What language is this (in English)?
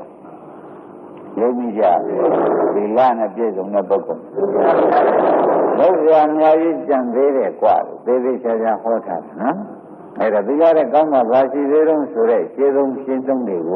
Burmese